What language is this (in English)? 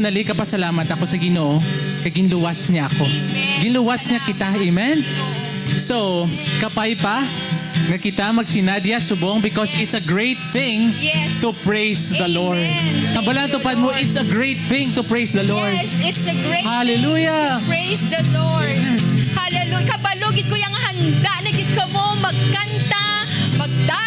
Hiligaynon